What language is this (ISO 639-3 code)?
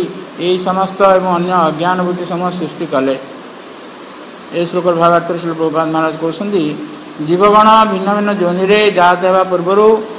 ori